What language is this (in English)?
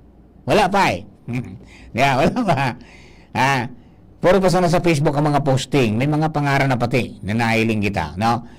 Bikol